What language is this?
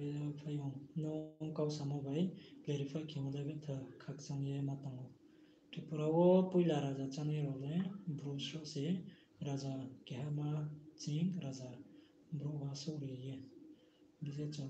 Riang (India)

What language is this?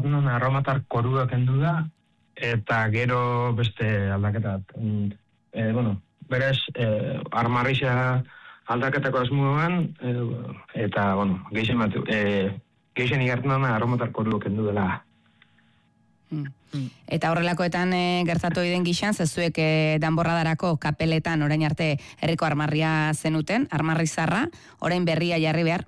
Basque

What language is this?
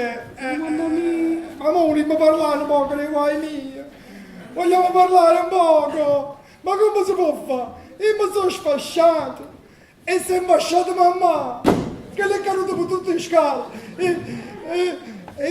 Neapolitan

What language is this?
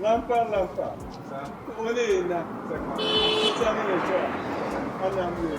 Tiv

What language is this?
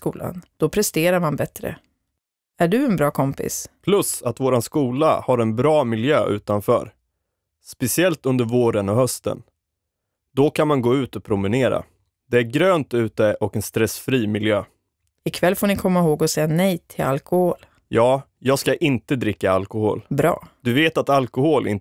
Swedish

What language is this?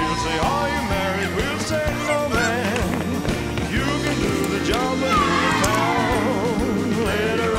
Western Frisian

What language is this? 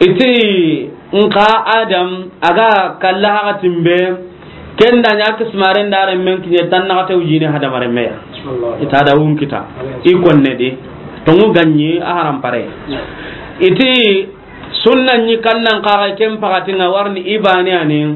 Soninke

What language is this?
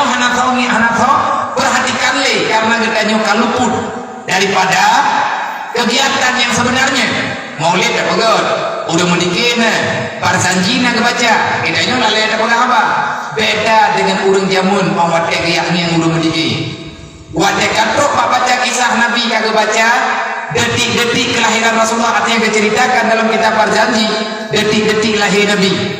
Achinese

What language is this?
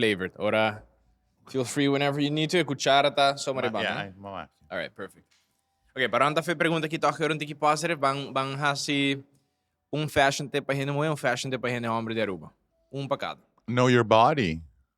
Papiamento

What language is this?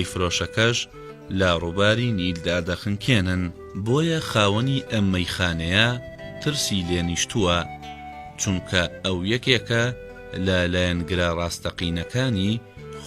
Central Kurdish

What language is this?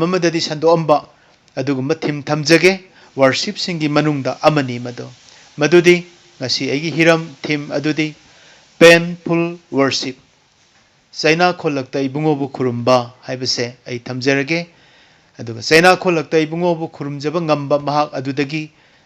Manipuri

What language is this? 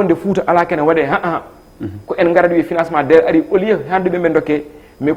Fula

